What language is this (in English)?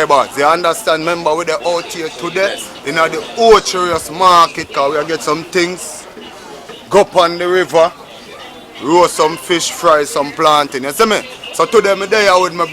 Jamaican Creole English